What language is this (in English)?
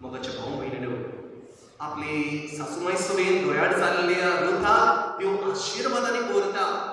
Konkani